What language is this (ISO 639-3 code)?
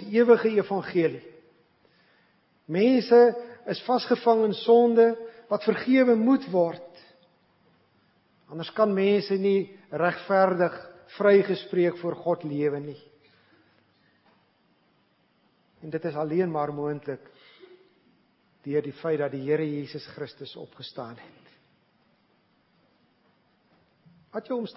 afr